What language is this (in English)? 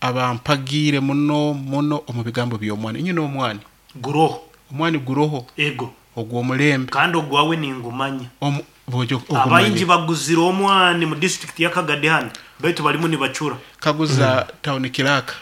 Nyoro